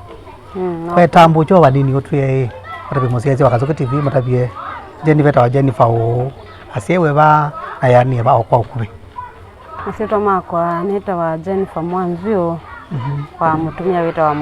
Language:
Kamba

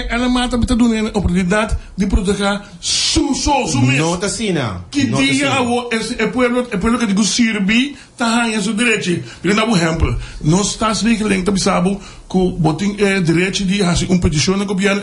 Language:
Papiamento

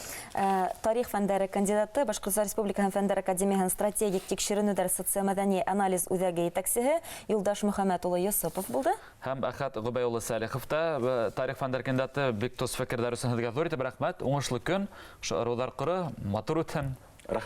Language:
Bashkir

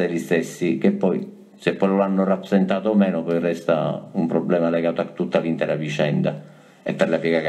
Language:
Italian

